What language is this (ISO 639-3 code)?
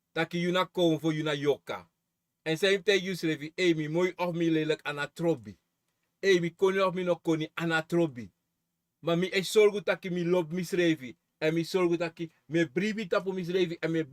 srn